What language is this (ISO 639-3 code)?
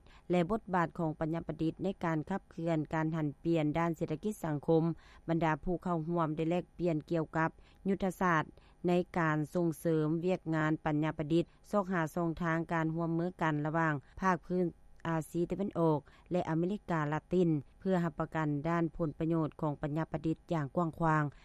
lao